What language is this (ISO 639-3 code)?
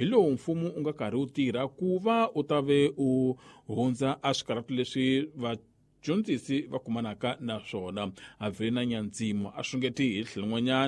tso